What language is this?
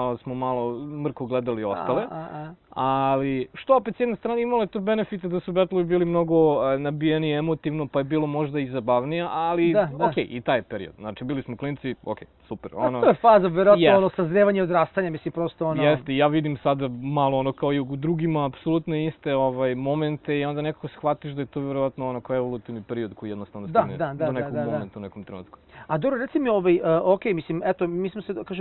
Serbian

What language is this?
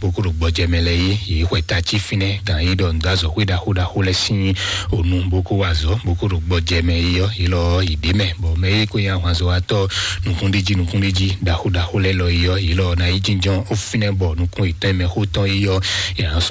Fon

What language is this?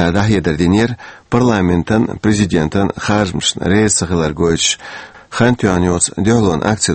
Chechen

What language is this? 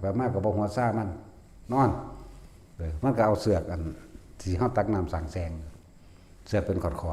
Northeastern Thai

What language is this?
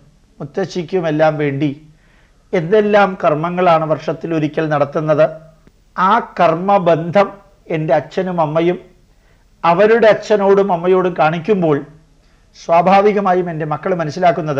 Malayalam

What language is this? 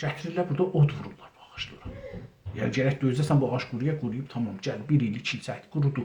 South Azerbaijani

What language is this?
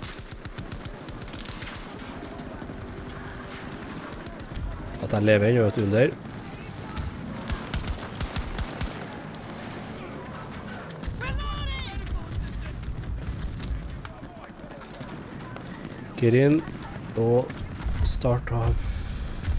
Norwegian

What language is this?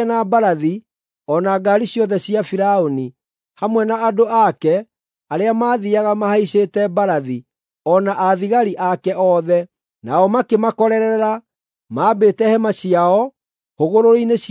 Kikuyu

